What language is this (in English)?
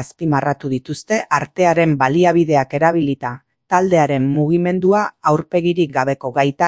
Basque